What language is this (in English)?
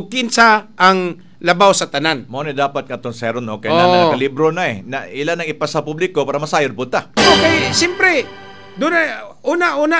Cebuano